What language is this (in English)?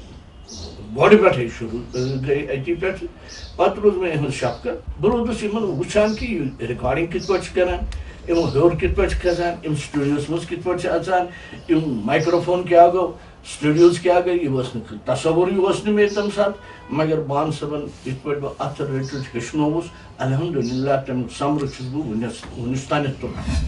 Kashmiri